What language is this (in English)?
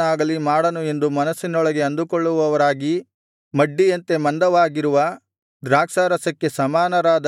Kannada